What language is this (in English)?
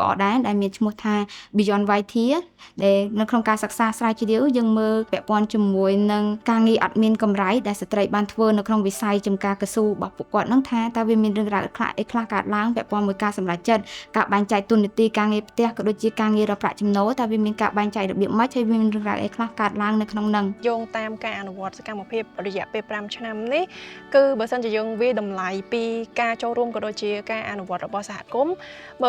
Khmer